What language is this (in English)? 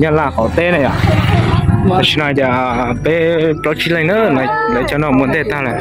Hmong